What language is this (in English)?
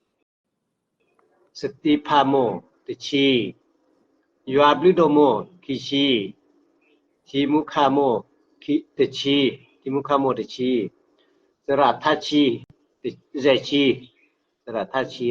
S'gaw Karen